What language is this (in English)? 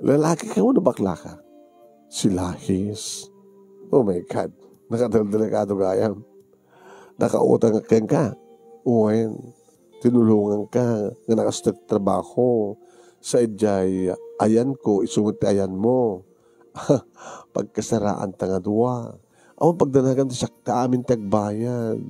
Iloko